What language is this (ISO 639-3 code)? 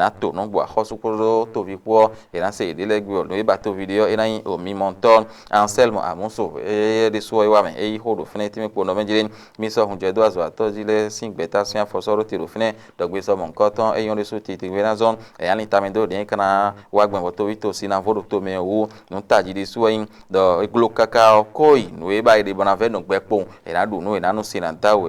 fon